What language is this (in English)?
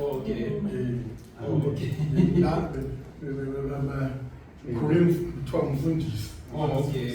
Zulu